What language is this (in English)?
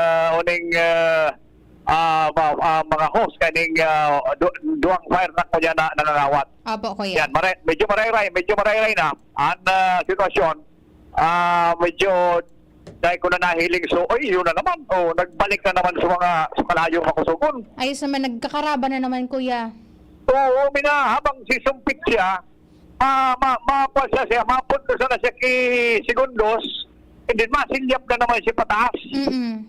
Bikol